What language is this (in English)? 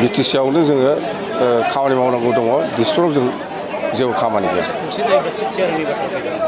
Bodo